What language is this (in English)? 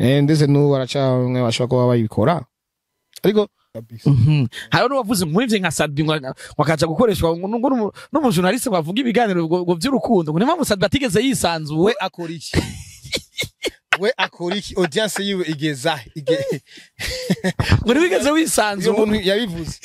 Rundi